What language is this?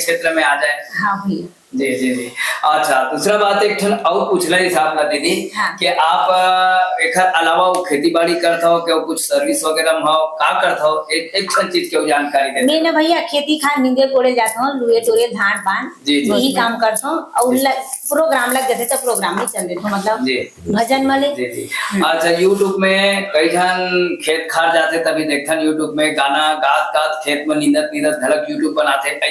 Chhattisgarhi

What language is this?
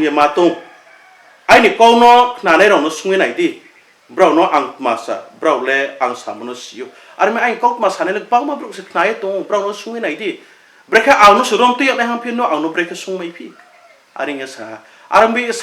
Riang (India)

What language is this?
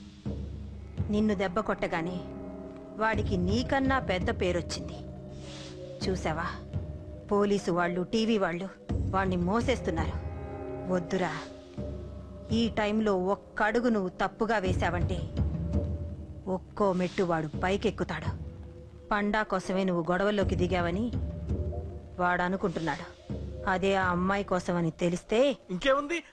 Telugu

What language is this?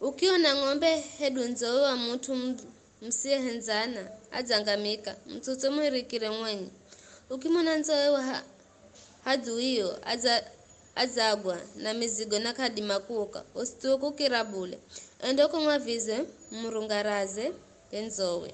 Giryama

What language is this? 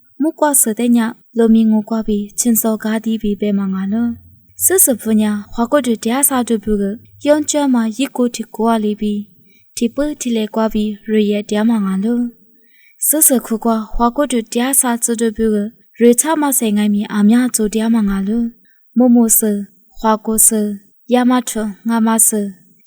Lisu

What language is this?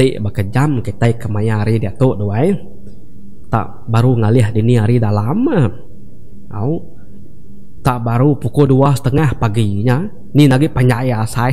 Iban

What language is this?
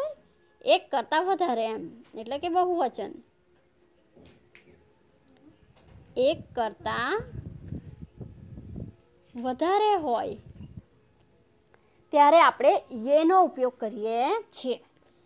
Gujarati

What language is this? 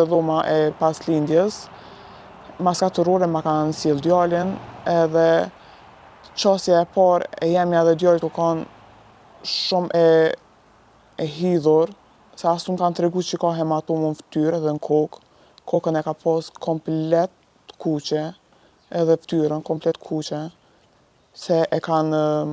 Albanian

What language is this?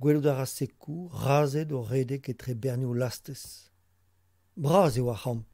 Breton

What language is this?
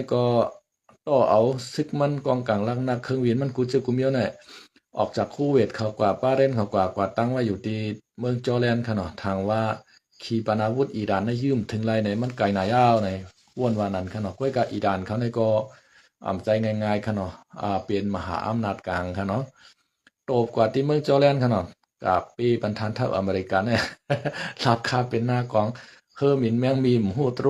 Shan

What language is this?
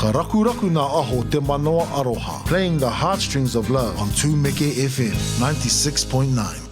Māori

